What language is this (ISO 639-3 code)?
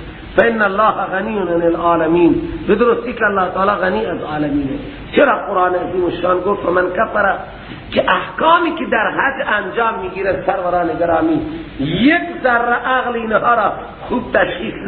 fas